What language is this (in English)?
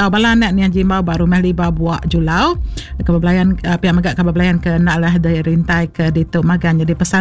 Iban